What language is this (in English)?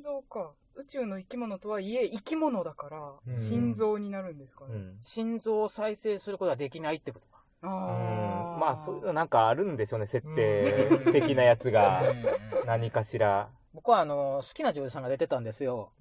Japanese